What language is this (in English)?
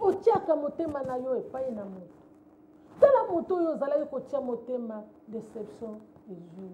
Lingala